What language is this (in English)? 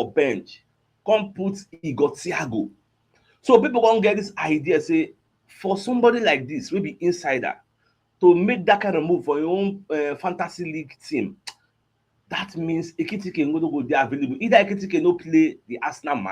Nigerian Pidgin